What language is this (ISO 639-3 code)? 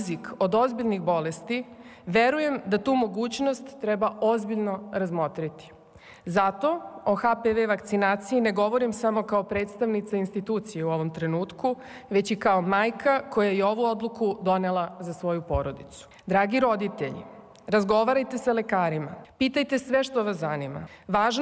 srp